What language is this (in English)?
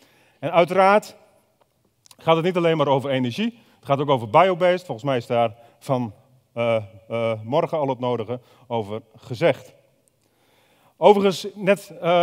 Dutch